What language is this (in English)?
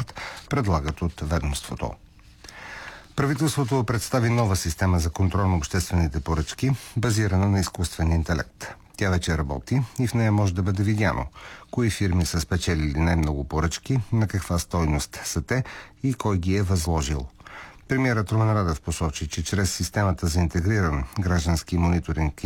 Bulgarian